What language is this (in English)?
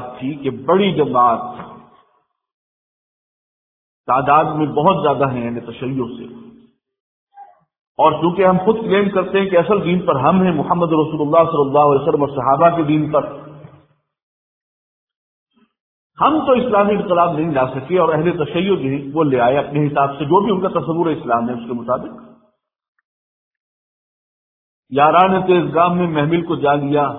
Urdu